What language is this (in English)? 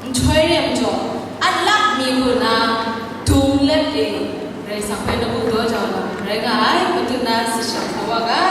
Kachin